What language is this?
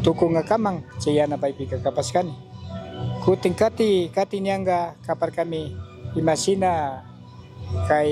Chimborazo Highland Quichua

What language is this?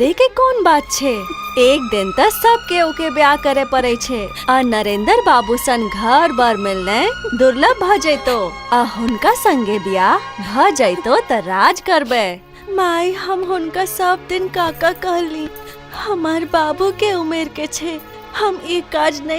Maithili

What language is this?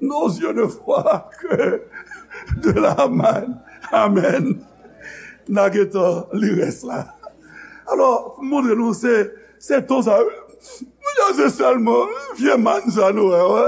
Haitian Creole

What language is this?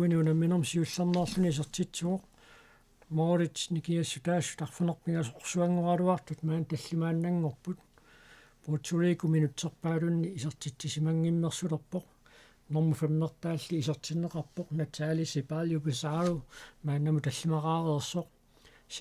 Kalaallisut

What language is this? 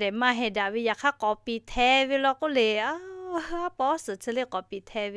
Lahu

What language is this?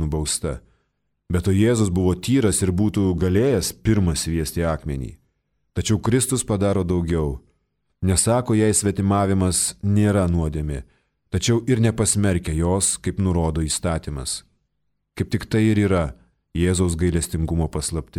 Lithuanian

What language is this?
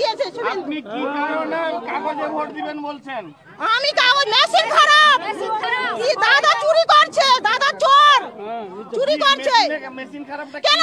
Bangla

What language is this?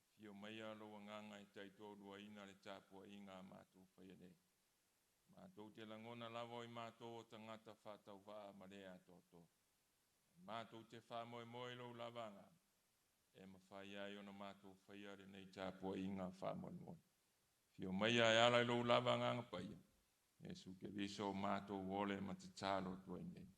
Samoan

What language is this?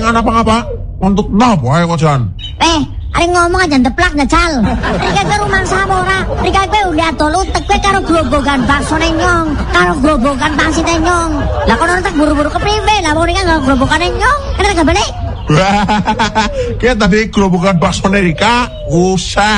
Javanese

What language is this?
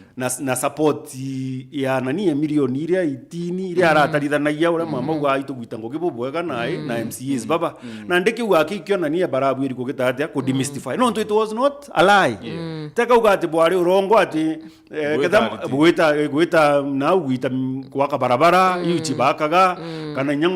Meru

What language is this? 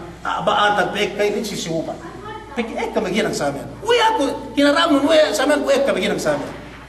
Yakan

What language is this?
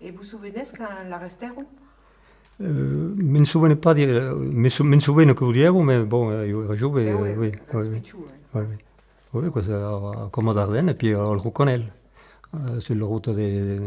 Occitan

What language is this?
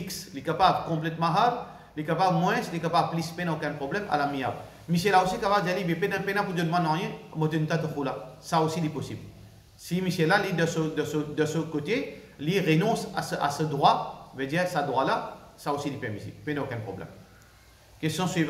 Morisyen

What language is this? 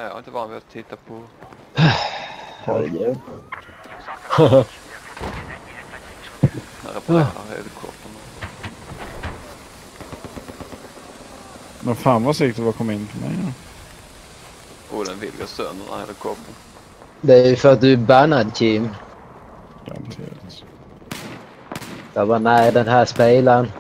Swedish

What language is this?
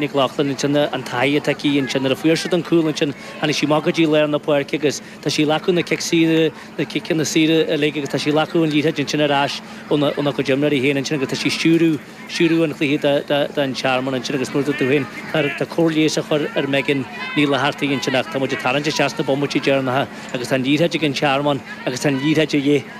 Irish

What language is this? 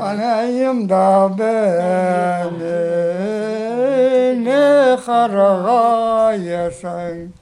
Crimean Tatar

